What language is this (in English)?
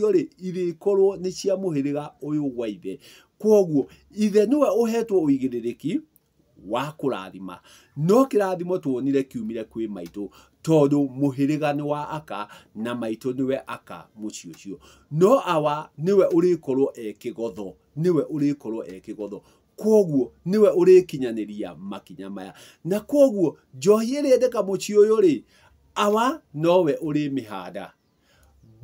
Kikuyu